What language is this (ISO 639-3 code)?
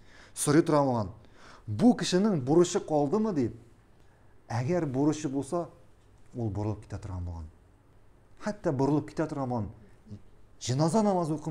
tat